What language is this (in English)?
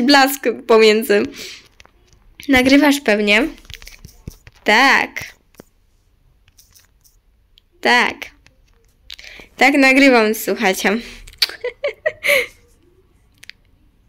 Polish